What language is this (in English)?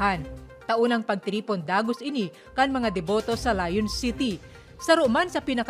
Bikol